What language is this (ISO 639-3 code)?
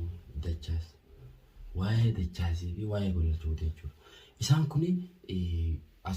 orm